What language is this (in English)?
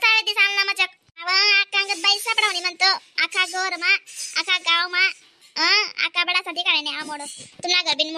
Khandesi